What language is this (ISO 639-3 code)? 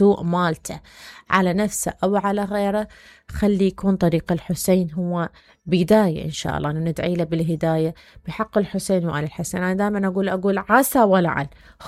acm